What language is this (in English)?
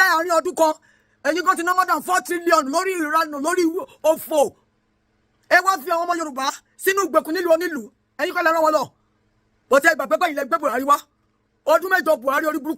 Yoruba